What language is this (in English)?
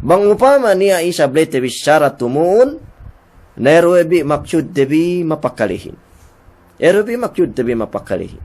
Yakan